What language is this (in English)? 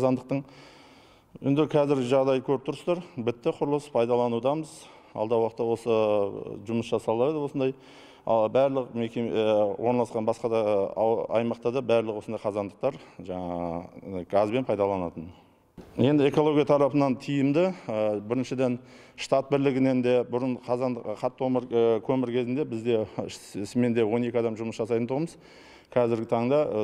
Kazakh